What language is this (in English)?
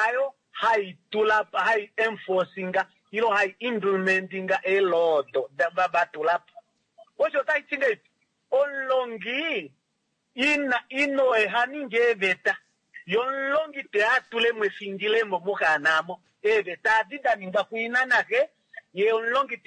Kuanyama